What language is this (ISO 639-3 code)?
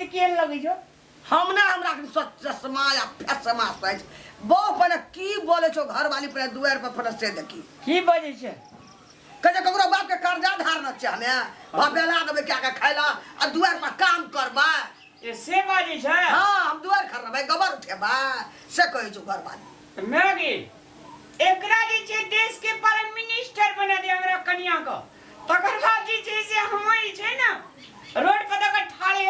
mai